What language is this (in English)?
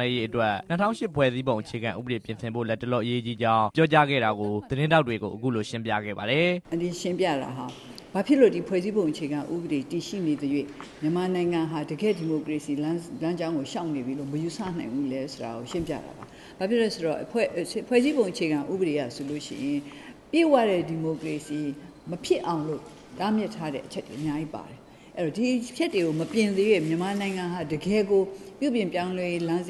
Burmese